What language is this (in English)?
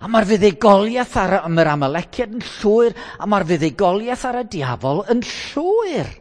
Welsh